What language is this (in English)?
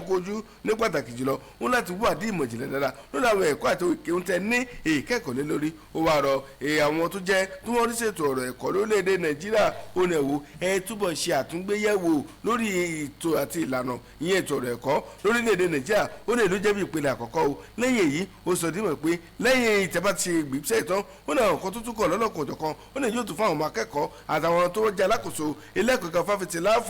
Yoruba